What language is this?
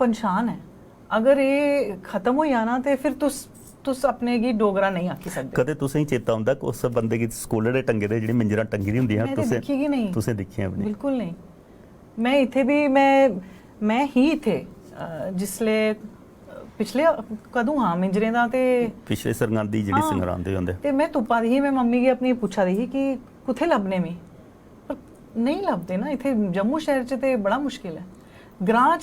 Dogri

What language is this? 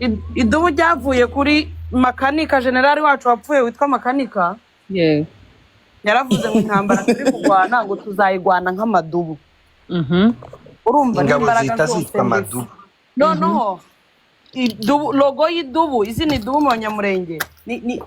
Kinyarwanda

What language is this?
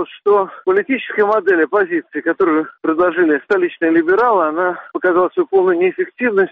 Russian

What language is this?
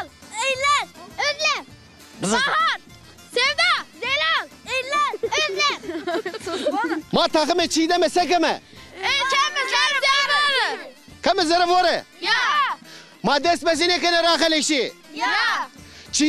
Zaza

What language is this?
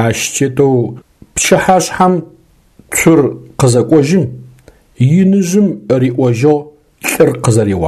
Adyghe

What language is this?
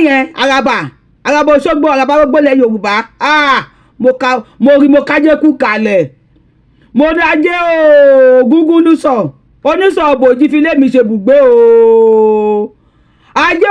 Yoruba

